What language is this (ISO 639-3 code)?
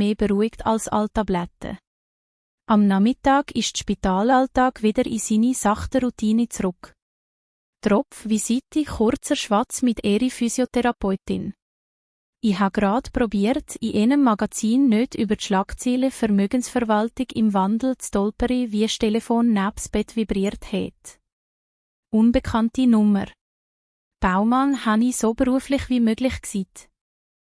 gsw